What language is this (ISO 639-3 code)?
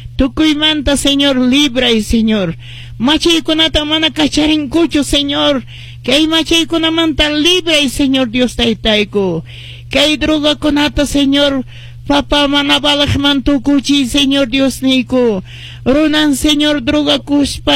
que